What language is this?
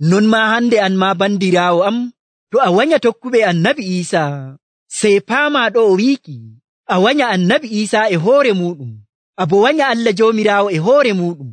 Nigerian Fulfulde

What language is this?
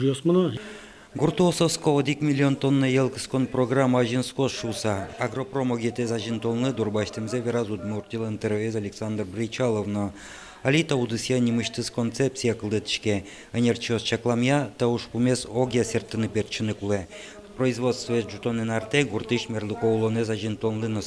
Udmurt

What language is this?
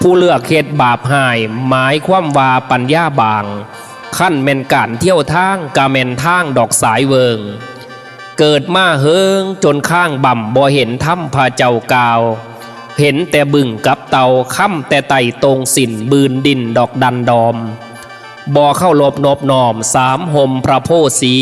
Northeastern Thai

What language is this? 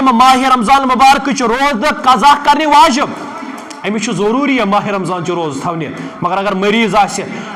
Kashmiri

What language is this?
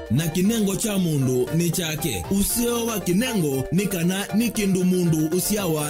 Kamba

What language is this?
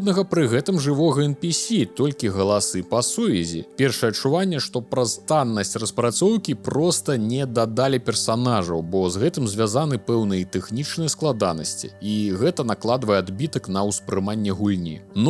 Belarusian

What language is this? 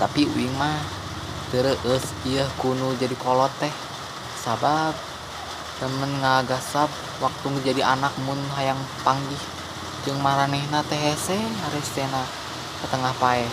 Sundanese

